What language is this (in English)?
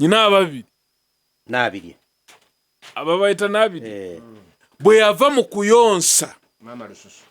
Ganda